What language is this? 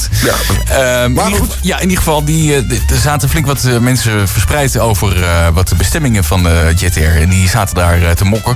Dutch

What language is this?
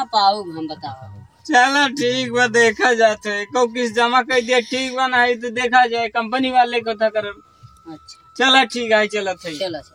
Awadhi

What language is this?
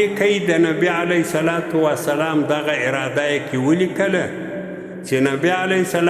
Pashto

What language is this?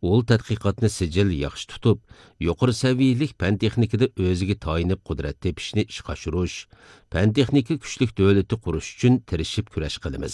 Uyghur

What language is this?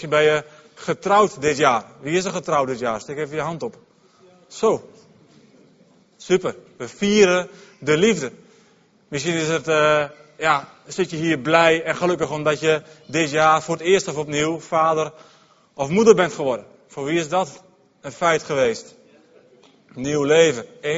Dutch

